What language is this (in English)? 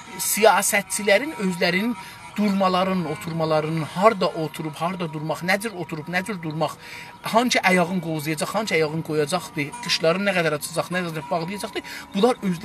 South Azerbaijani